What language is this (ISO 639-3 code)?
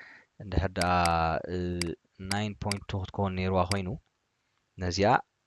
tir